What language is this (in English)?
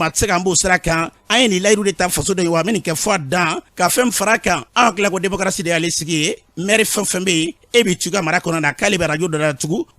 Bambara